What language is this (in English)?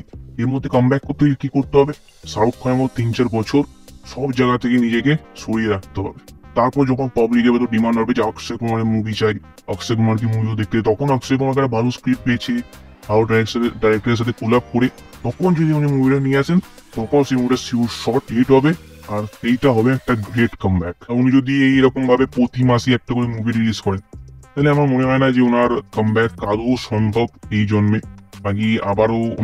Bangla